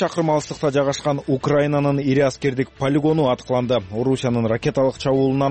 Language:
Kyrgyz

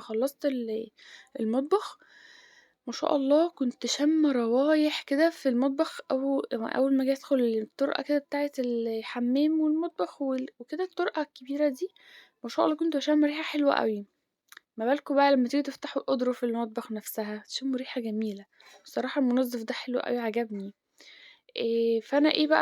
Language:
Egyptian Arabic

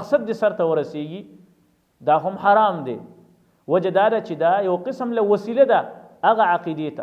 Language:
Pashto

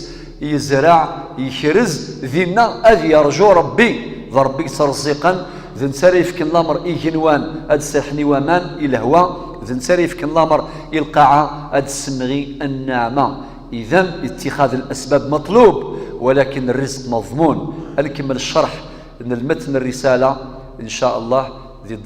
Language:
Kabyle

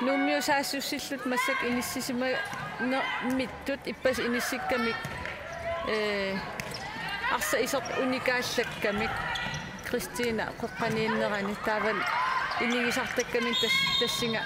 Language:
Kalaallisut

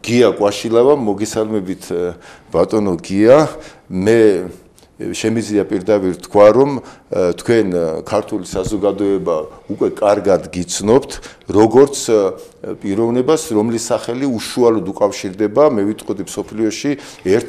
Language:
Georgian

